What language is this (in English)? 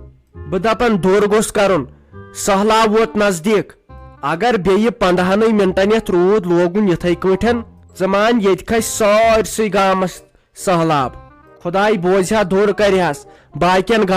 Kashmiri